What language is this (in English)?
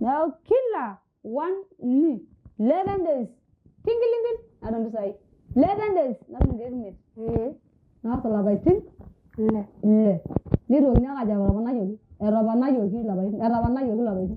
Masai